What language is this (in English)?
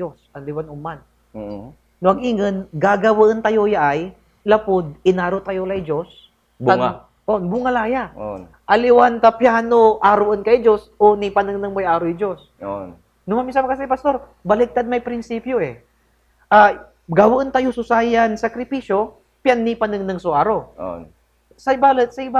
Pangasinan